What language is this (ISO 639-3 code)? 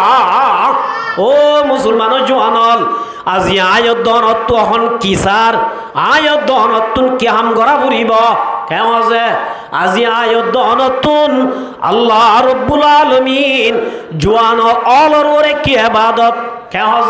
rhg